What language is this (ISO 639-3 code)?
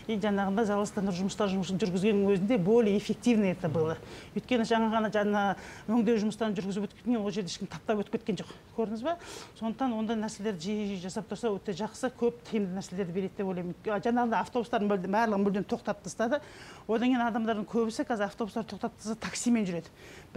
kaz